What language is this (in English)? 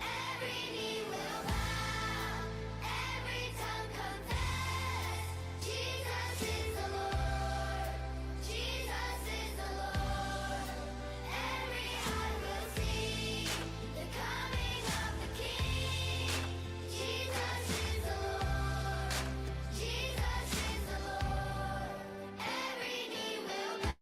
Gilbertese